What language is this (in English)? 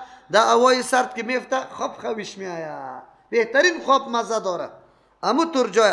Persian